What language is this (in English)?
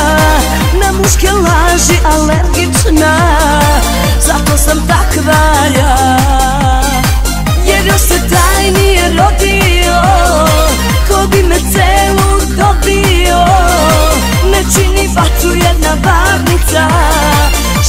Serbian